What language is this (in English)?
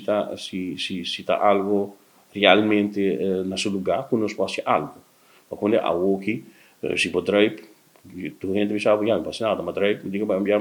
Papiamento